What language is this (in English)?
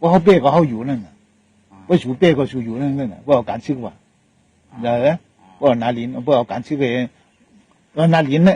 Shan